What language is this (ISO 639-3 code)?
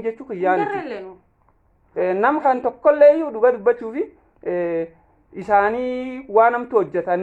orm